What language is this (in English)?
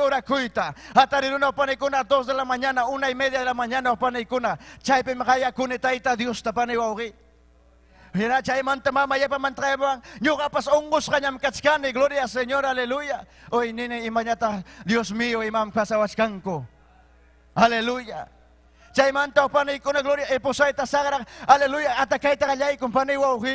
Ayacucho Quechua